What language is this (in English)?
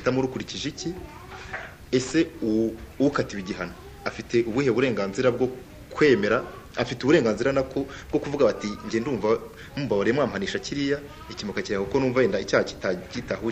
Kinyarwanda